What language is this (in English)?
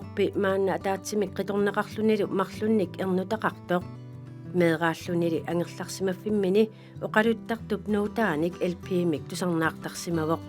Kalaallisut